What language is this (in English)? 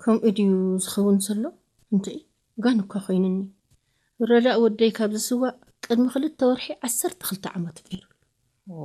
Tigrinya